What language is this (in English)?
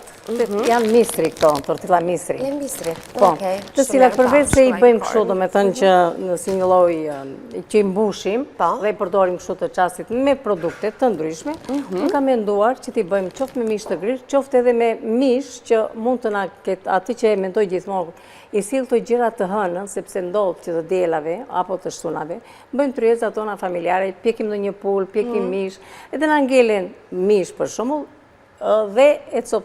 Albanian